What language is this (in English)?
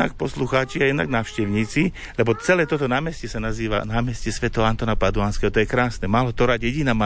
Slovak